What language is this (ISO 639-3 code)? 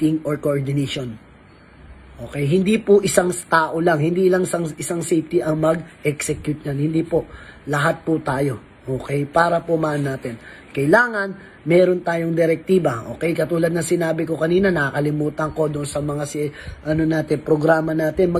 fil